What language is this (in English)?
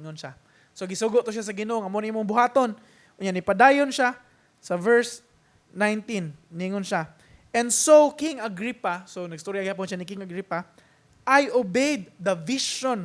Cebuano